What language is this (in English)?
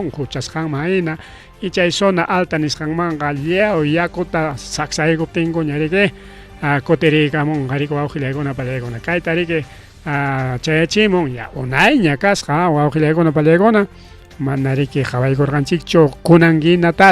Ayacucho Quechua